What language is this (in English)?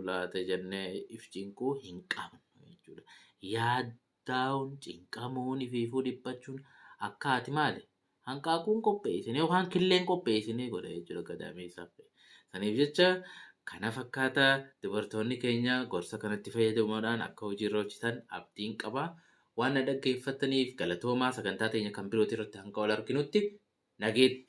Oromo